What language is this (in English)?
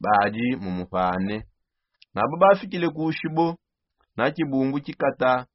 Songe